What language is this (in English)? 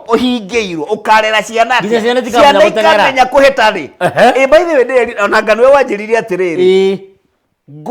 Kikuyu